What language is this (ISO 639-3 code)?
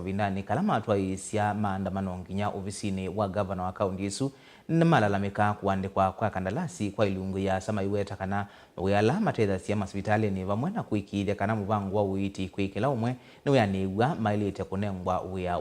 kam